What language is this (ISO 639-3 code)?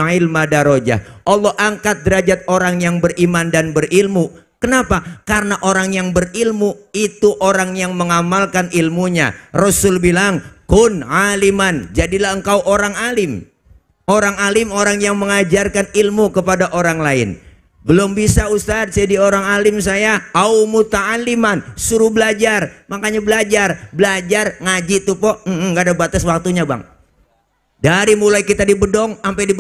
bew